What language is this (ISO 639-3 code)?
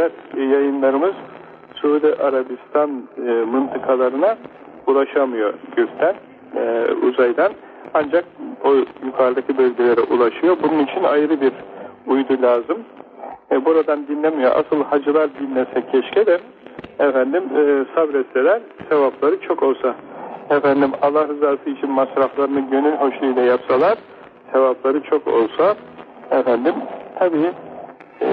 tur